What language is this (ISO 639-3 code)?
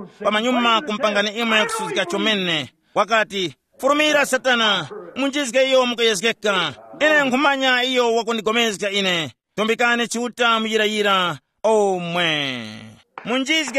tum